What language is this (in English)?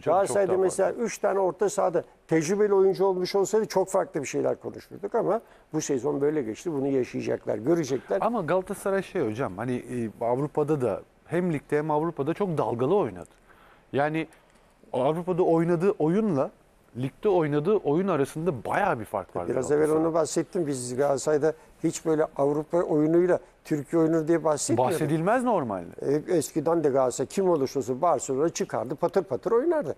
Turkish